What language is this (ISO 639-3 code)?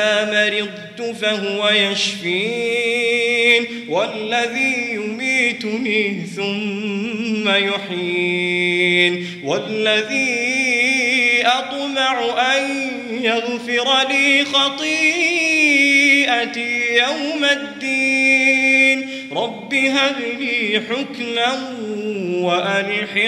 ara